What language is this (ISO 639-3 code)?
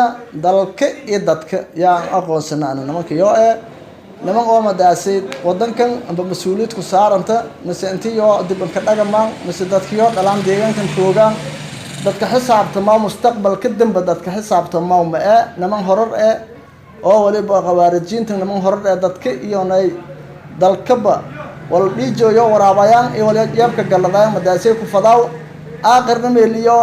som